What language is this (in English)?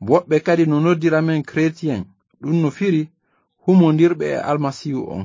Fula